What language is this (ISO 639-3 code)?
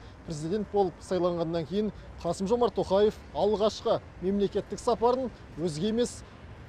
kaz